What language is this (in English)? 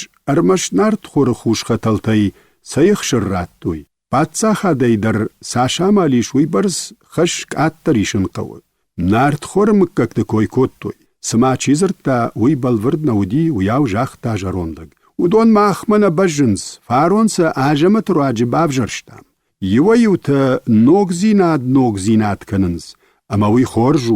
Ossetic